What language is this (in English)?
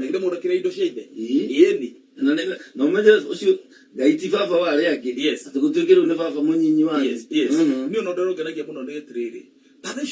Kikuyu